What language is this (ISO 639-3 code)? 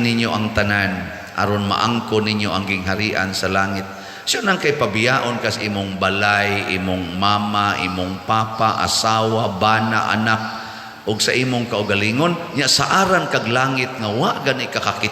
ceb